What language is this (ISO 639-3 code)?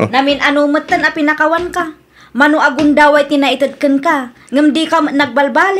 ilo